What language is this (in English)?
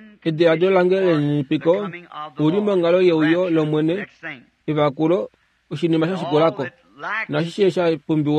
Kuanyama